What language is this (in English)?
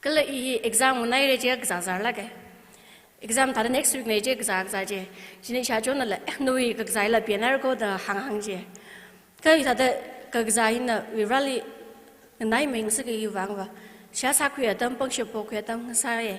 Tangkhul Naga (India)